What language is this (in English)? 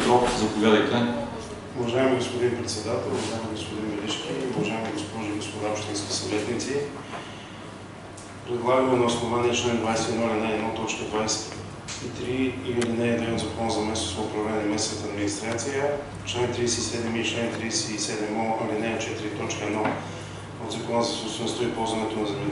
Bulgarian